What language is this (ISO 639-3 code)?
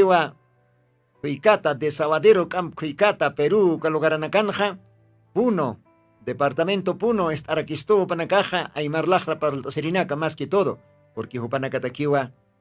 aym